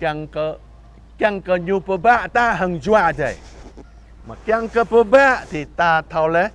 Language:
Jarai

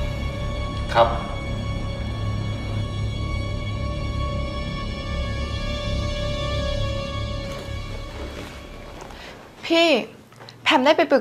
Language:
Thai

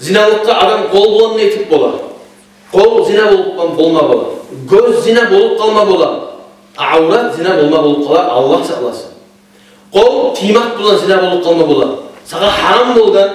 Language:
Kumyk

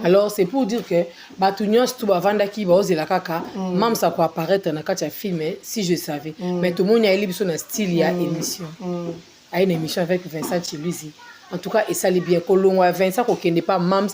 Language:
Lingala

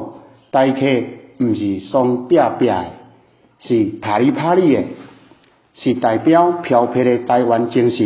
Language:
Min Nan Chinese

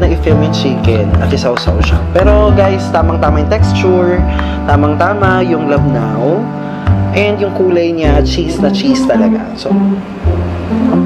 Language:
Filipino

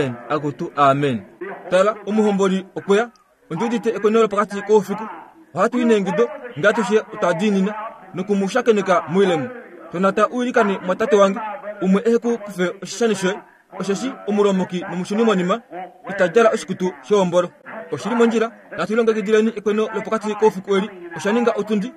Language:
Kuanyama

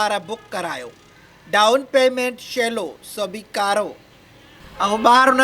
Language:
Sindhi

